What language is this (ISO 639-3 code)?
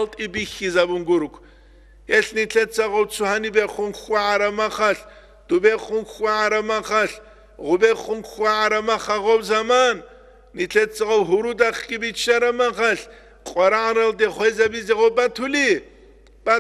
ava